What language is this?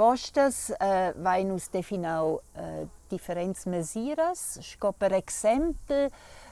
Romansh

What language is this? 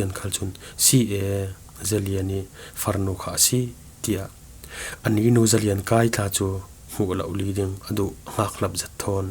Falam Chin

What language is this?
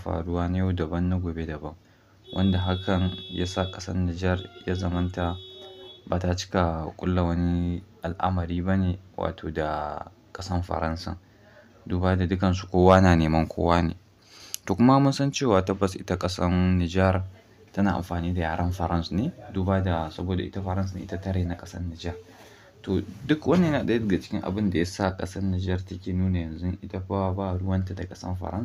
Hausa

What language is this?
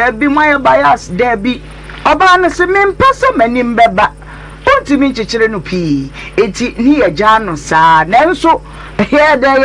Akan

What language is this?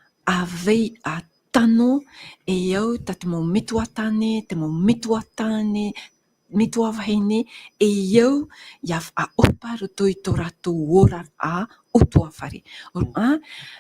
Tahitian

